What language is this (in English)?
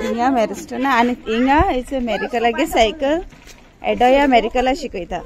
Konkani